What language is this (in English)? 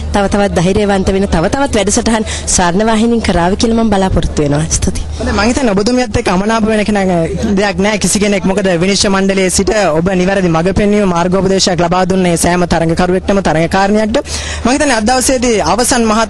Sinhala